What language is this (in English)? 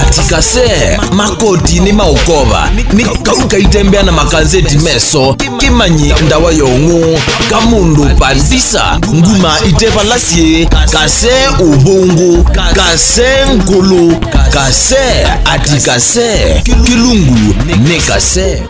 Kamba